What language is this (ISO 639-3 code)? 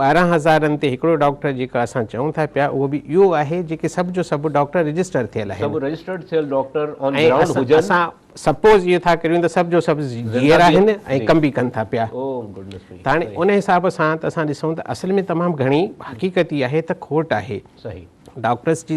snd